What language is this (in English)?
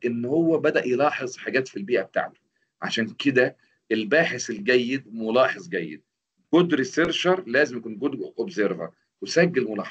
Egyptian Arabic